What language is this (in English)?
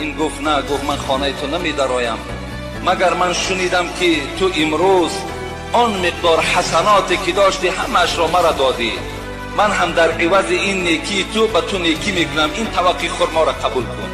Tajik